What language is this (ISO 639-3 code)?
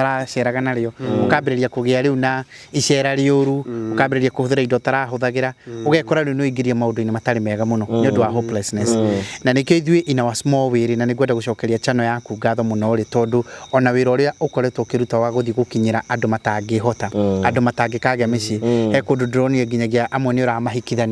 kik